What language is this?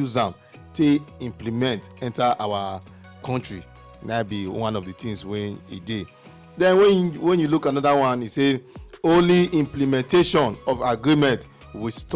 Nigerian Pidgin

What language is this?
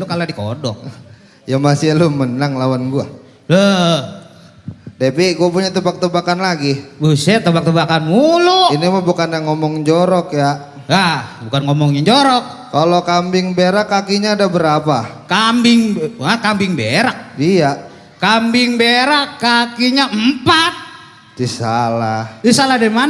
Betawi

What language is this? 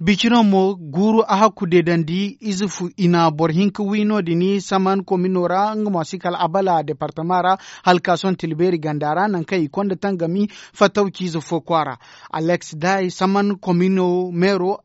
Zarma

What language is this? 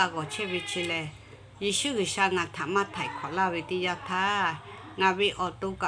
Lahu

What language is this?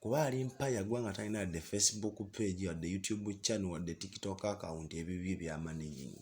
Ganda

